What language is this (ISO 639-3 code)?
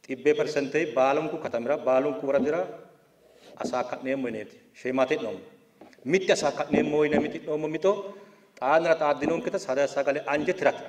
sid